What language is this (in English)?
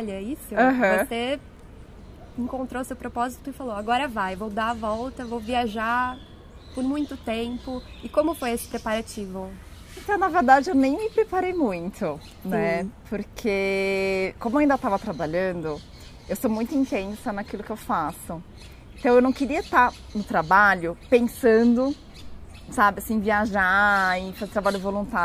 Portuguese